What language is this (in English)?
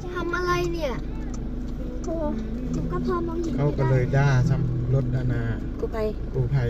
Lao